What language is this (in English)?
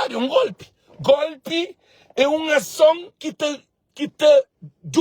Kabuverdianu